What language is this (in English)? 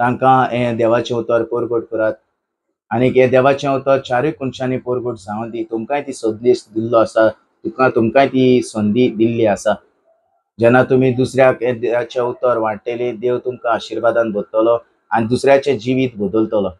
Konkani